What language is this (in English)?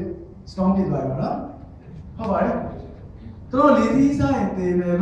Burmese